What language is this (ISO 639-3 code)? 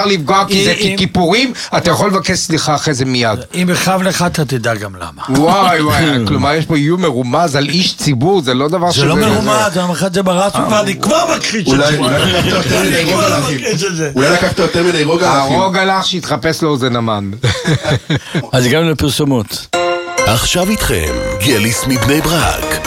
heb